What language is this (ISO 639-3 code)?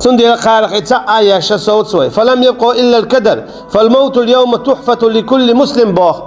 che